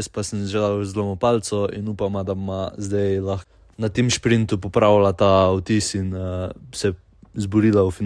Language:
Slovenian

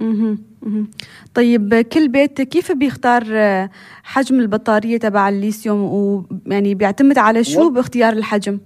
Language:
North Levantine Arabic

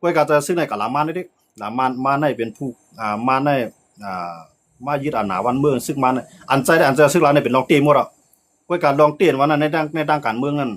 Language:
Shan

